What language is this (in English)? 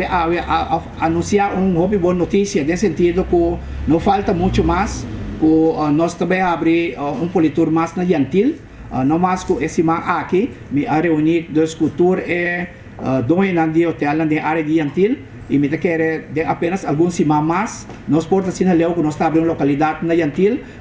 Papiamento